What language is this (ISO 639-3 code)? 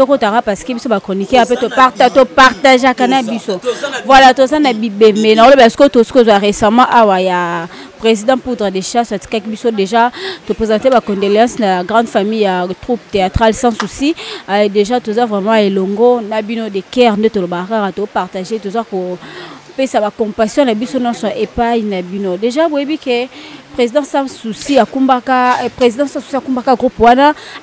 lin